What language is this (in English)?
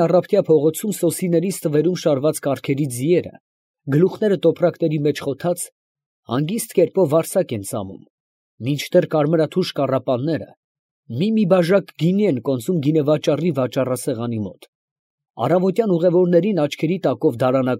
Armenian